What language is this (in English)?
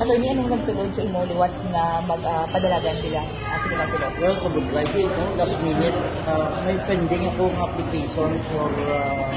Hiligaynon